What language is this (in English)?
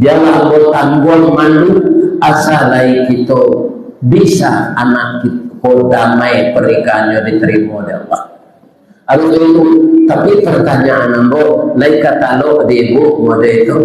Minangkabau